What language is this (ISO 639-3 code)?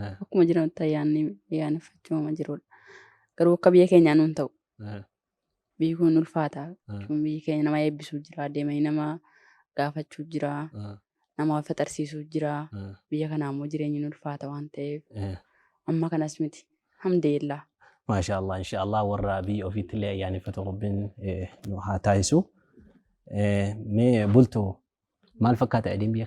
orm